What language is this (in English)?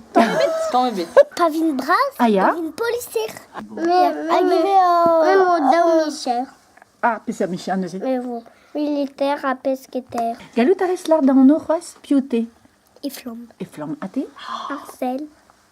Breton